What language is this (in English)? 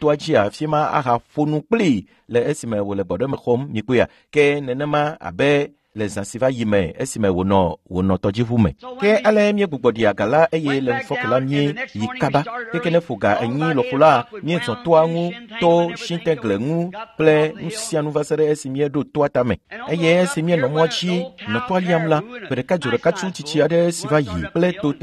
Ewe